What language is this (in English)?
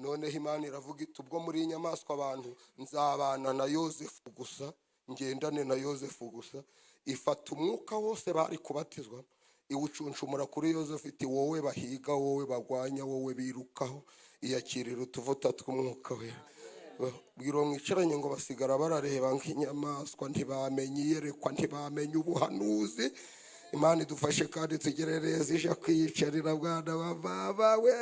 Kinyarwanda